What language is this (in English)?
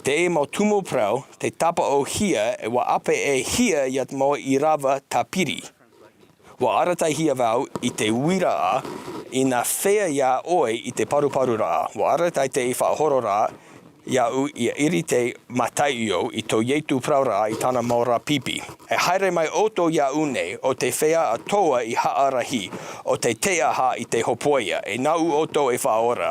Tahitian